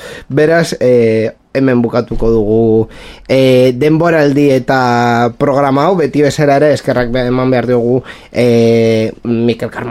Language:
Basque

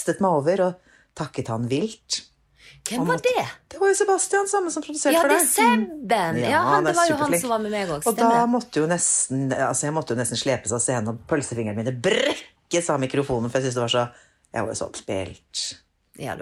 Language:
Norwegian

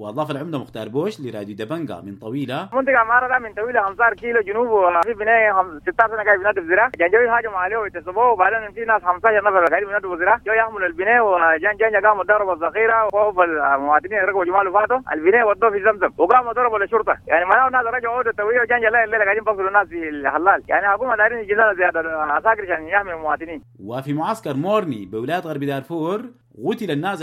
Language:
Sudanese Arabic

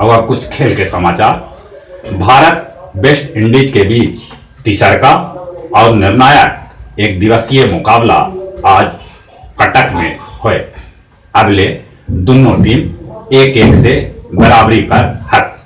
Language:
Magahi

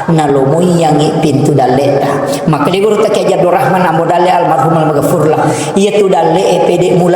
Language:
Buginese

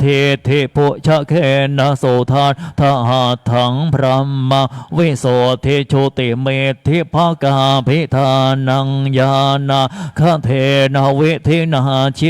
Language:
Pali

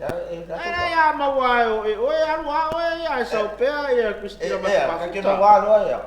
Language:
Samoan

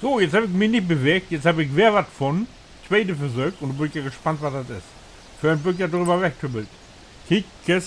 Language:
Low German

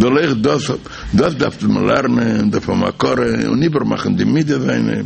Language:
Yiddish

